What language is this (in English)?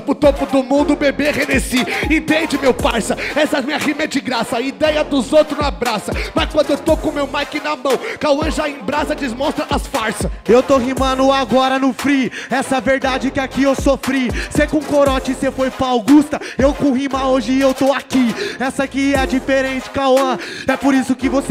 Portuguese